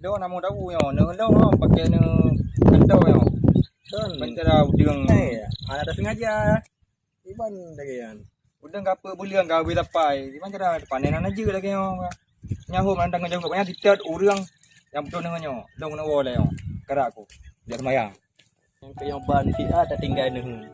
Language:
Achinese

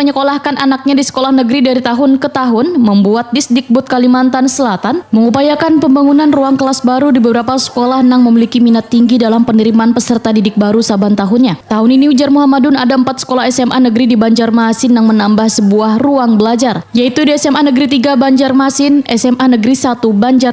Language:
Banjar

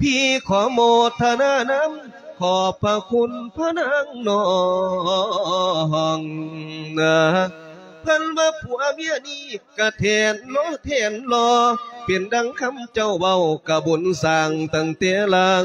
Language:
Lao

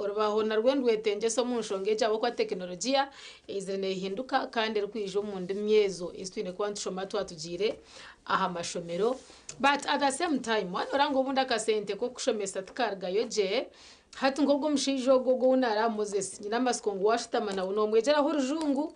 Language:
Nyankole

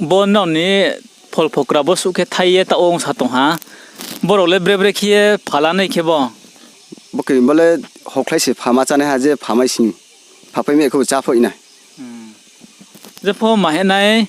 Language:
Riang (India)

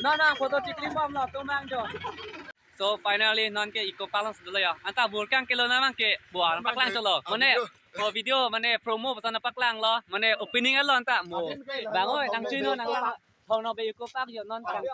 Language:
Karbi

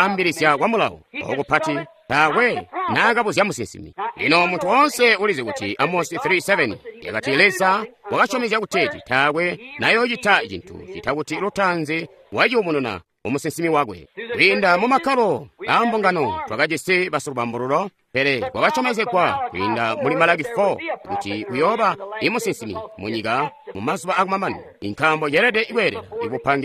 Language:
Tonga (Zambia)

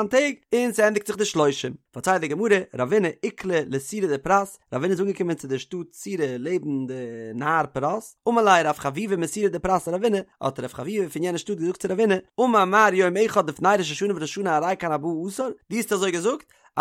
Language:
Yiddish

